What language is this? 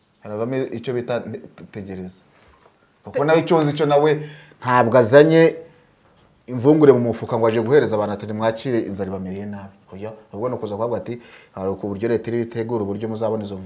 Kinyarwanda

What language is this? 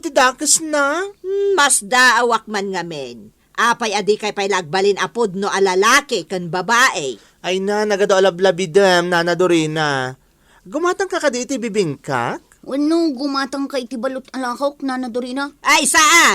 Iloko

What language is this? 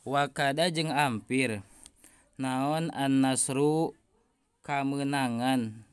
Sundanese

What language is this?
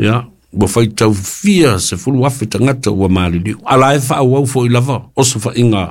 Samoan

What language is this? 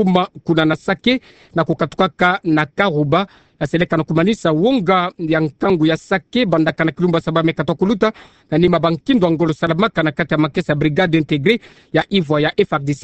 Kituba (Democratic Republic of Congo)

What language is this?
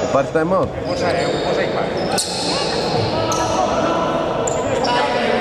Greek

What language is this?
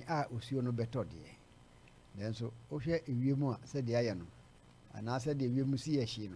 Akan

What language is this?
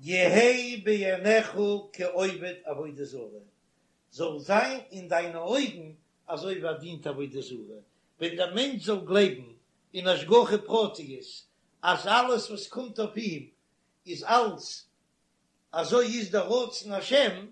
Yiddish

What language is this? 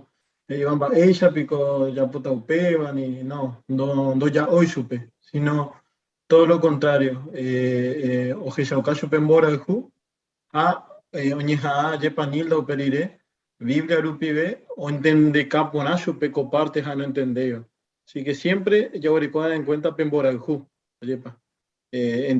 Guarani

